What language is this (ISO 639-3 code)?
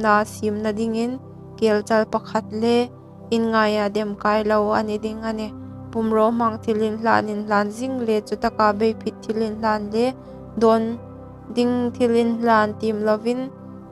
hmr